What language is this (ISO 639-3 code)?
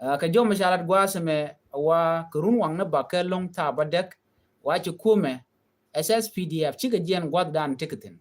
nus